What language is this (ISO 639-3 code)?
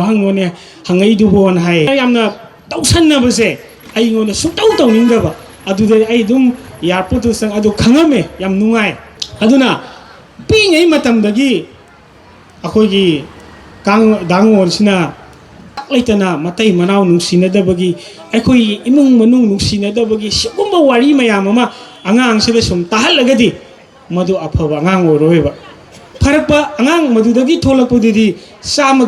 mni